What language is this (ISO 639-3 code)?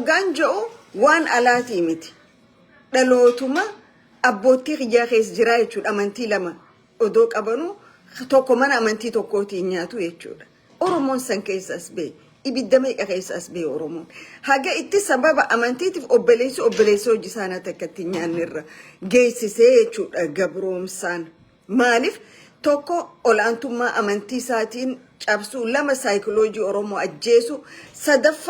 orm